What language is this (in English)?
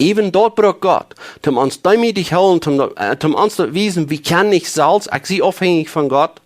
Plautdietsch